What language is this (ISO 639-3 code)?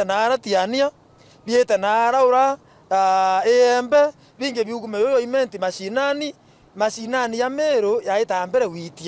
mer